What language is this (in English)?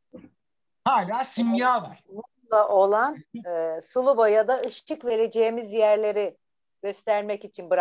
Turkish